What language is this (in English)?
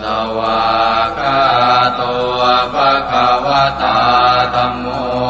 Pali